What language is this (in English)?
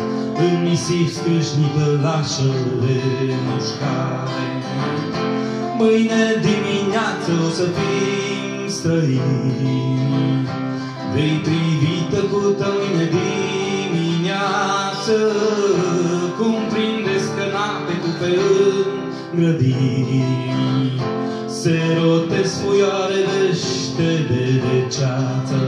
Romanian